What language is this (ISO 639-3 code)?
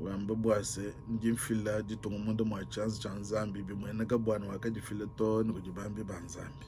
lua